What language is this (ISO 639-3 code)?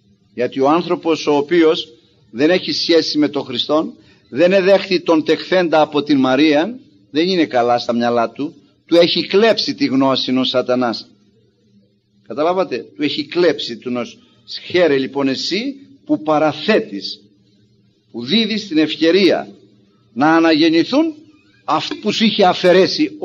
ell